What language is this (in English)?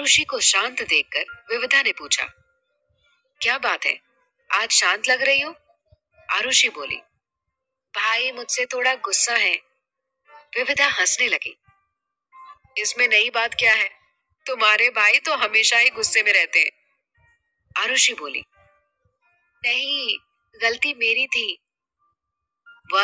Hindi